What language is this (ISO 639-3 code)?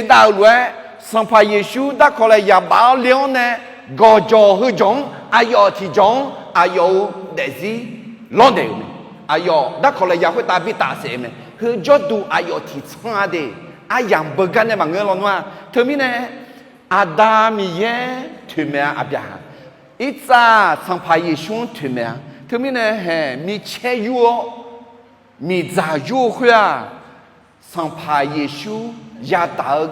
ahk